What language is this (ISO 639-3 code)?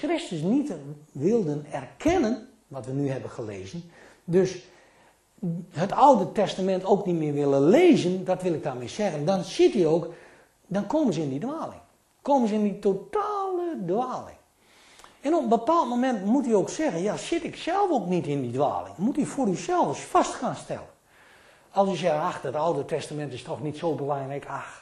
nld